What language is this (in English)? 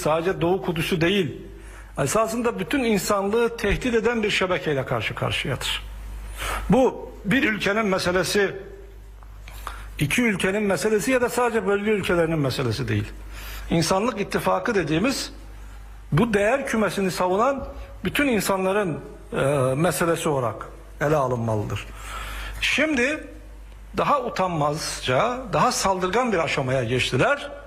Turkish